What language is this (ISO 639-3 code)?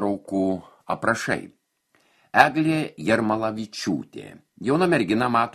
lit